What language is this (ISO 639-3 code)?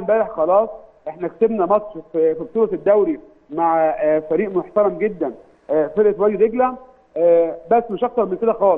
arz